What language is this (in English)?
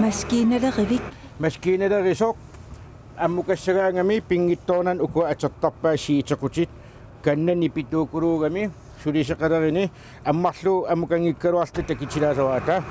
Kalaallisut